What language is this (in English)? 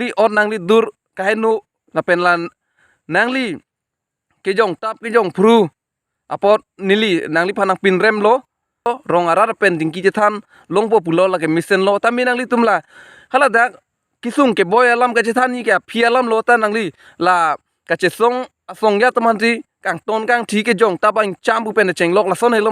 Karbi